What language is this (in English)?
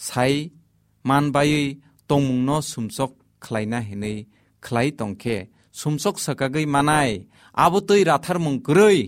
Kok Borok